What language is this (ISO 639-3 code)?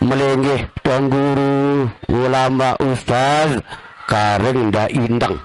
sas